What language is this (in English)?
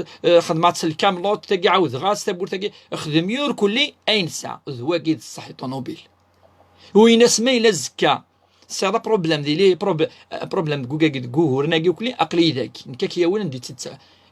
Kabyle